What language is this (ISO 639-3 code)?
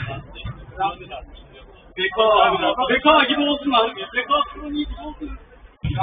tur